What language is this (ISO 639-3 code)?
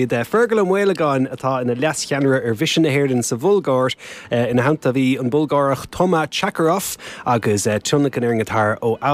gle